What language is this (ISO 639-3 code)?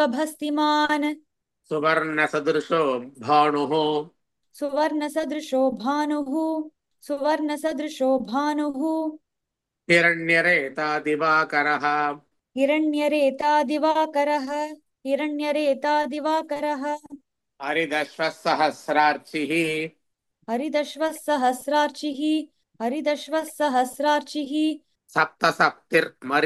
san